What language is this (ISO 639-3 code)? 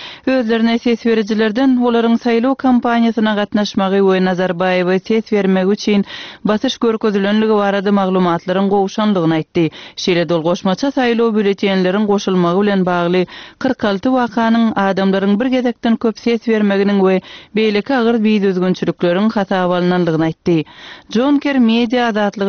tuk